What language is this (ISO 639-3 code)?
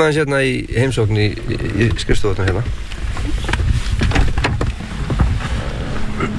isl